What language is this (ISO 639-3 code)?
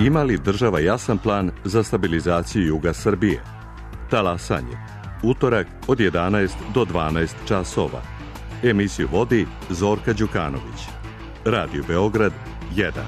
srp